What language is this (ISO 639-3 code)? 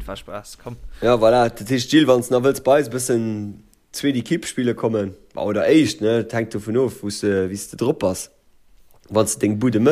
ltz